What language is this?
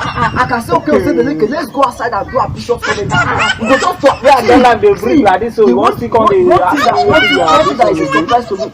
Nigerian Pidgin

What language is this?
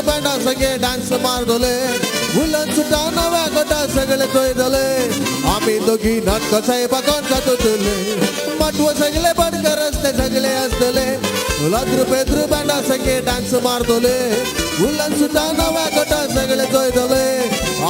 Konkani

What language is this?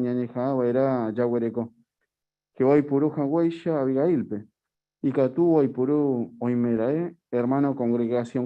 Guarani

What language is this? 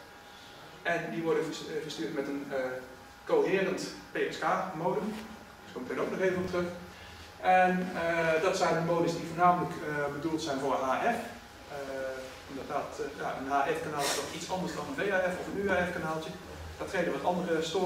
Dutch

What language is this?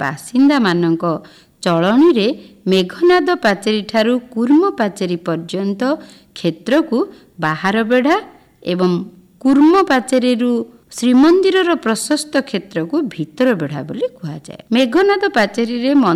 Odia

